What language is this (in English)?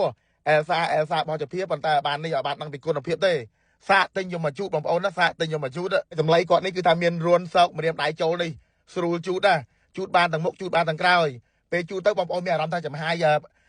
Khmer